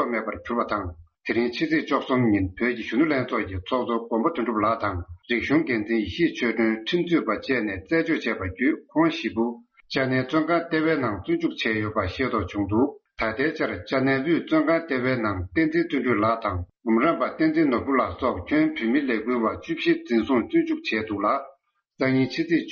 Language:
Tibetan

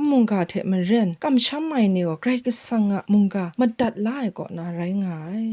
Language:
Kachin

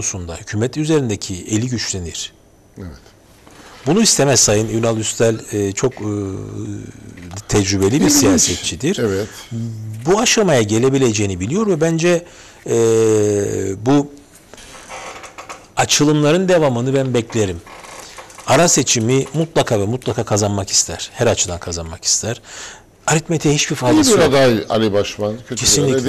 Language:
Turkish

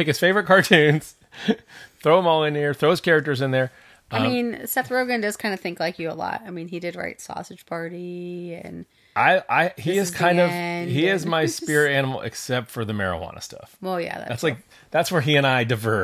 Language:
English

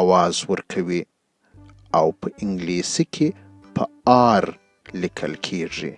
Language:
Pashto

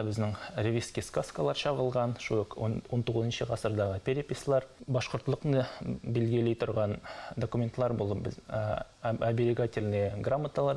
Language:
Bashkir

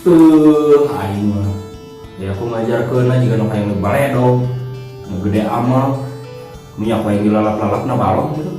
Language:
Sundanese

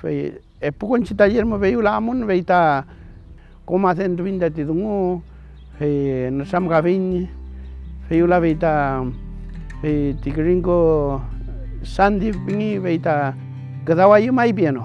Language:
Mapuche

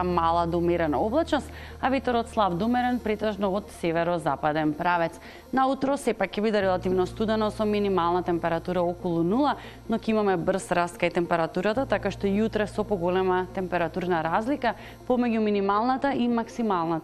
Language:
Macedonian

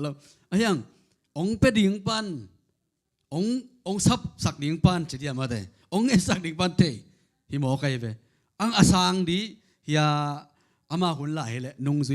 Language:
Tedim Chin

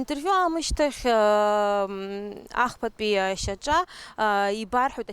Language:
Abkhazian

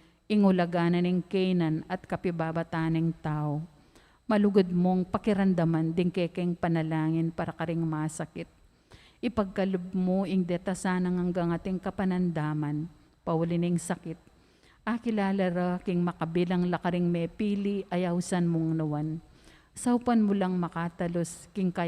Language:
Pampanga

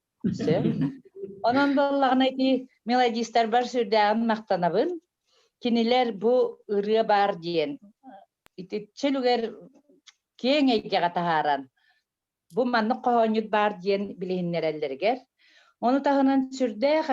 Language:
Yakut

